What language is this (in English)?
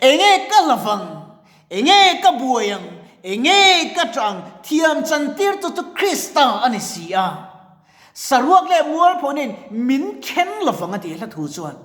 Mizo